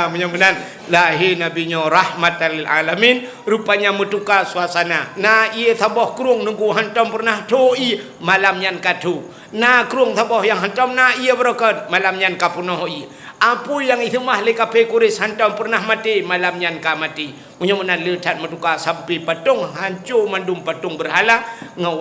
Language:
Achinese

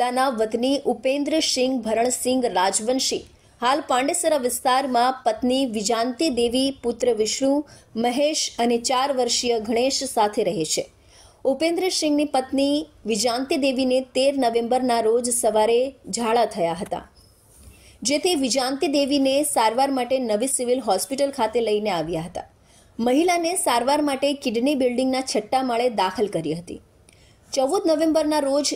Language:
Gujarati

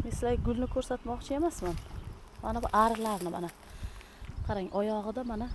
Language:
Uzbek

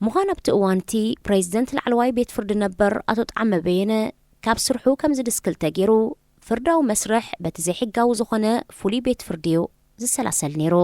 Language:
Tigrinya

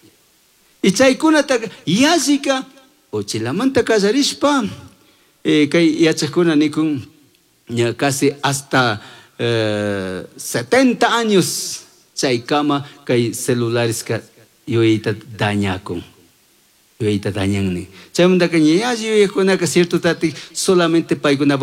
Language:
Chimborazo Highland Quichua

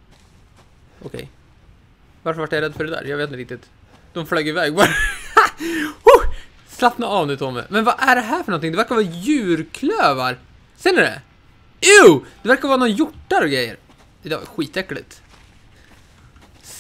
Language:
Swedish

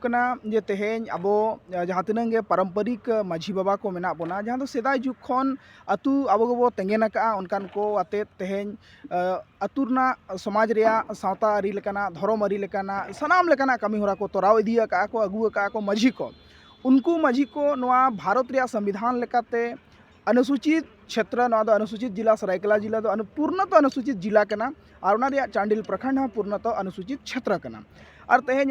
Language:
Santali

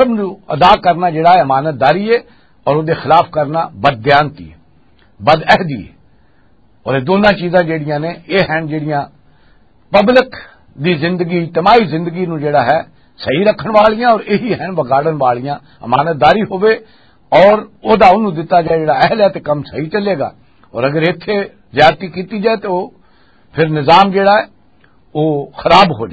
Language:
Western Panjabi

